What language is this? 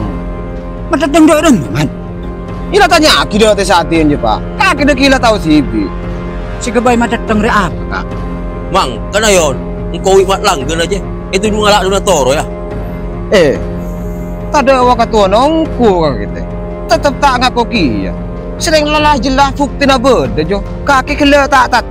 Madurese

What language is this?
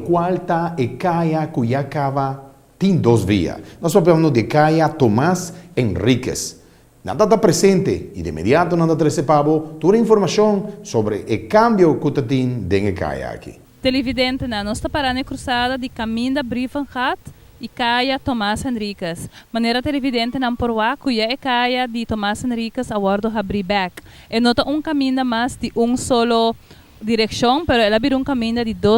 Papiamento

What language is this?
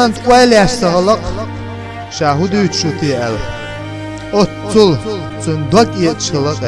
Chechen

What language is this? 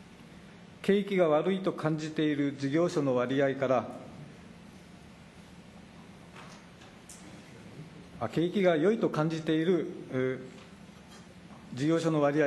Japanese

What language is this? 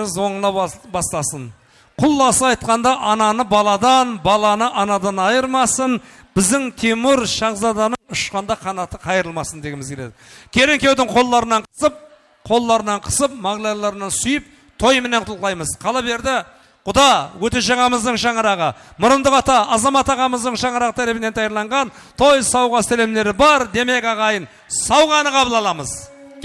Kara-Kalpak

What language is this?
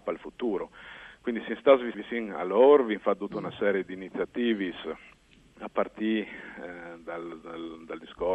Friulian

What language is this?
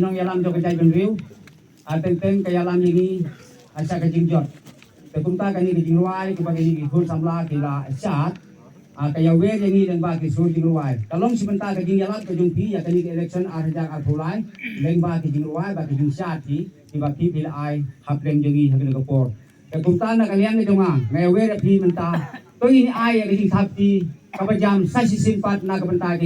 Khasi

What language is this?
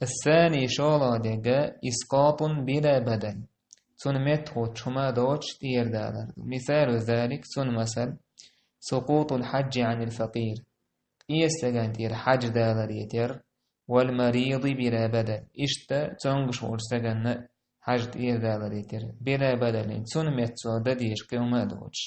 Chechen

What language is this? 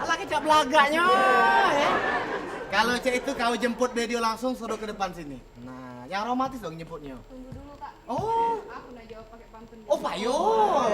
Musi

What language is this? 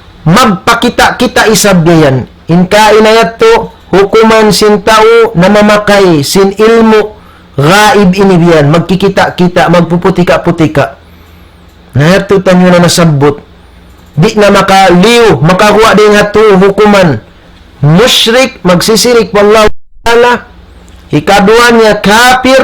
Tausug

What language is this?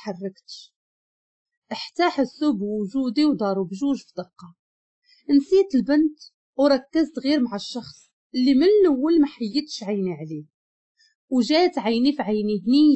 Moroccan Arabic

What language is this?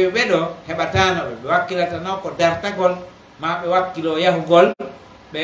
Pular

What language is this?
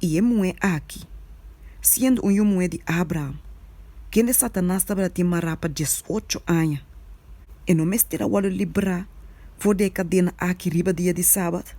Papiamento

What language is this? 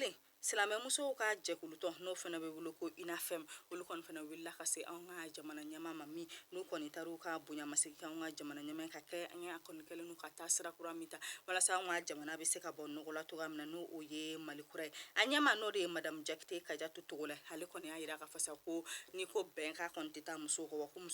Bambara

